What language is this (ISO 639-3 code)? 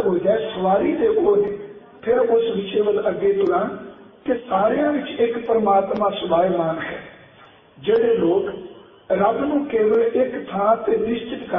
pan